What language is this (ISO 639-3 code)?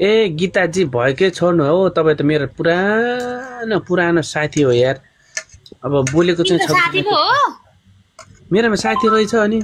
nep